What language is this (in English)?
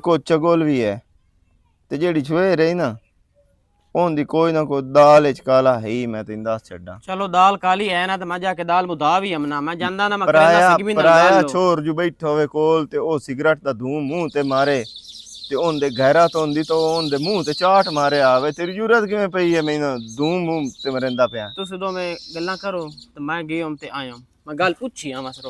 Western Panjabi